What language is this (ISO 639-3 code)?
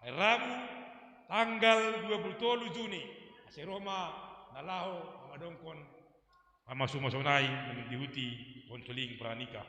bts